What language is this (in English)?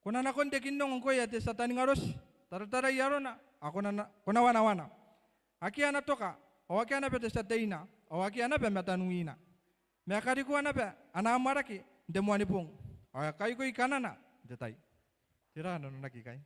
Gilbertese